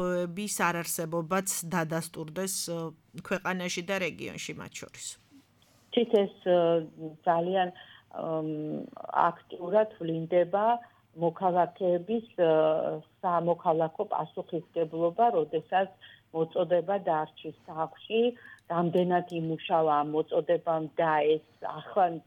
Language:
Georgian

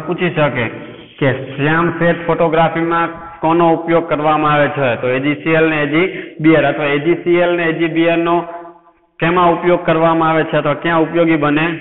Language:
Gujarati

